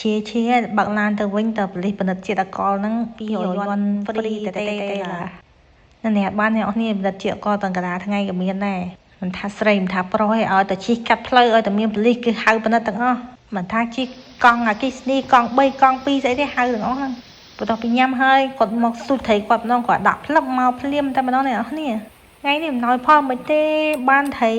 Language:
Khmer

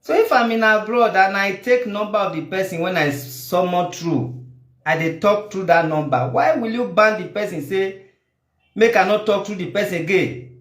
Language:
Nigerian Pidgin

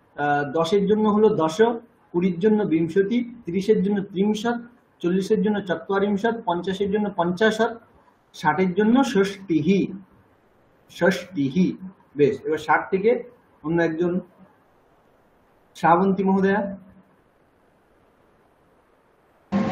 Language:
Bangla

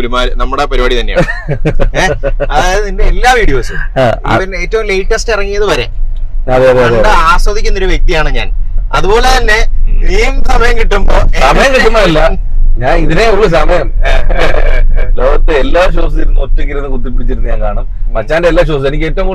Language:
Malayalam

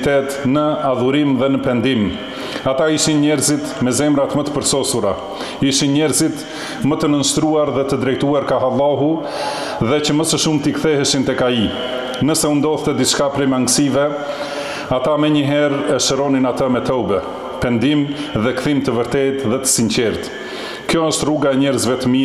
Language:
Albanian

